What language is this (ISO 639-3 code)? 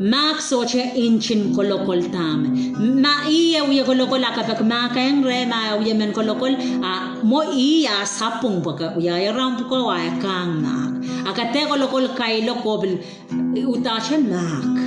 pon